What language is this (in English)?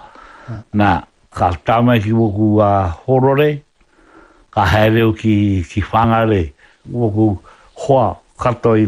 Māori